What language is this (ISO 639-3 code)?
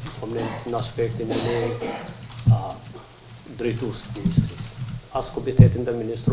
sqi